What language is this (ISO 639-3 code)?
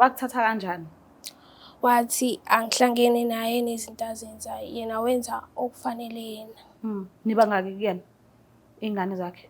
zul